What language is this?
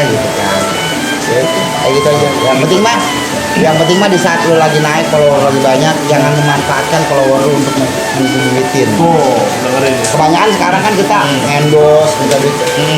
Betawi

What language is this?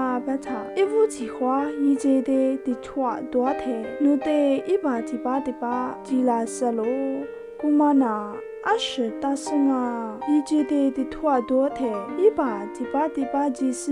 Lisu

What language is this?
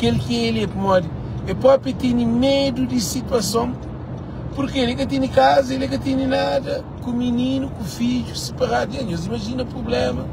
Kabuverdianu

